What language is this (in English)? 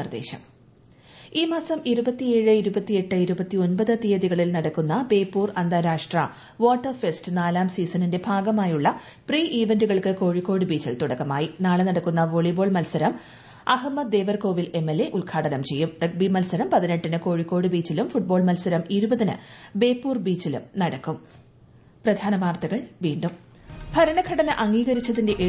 Malayalam